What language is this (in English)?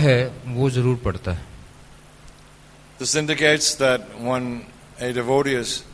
Hindi